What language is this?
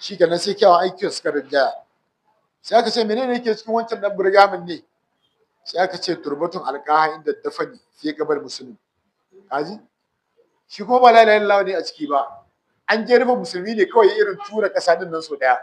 Hausa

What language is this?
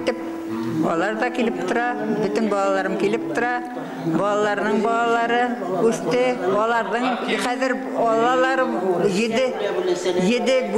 Bashkir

